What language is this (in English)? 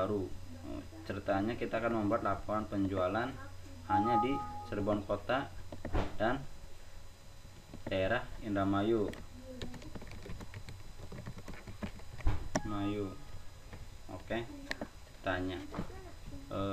Indonesian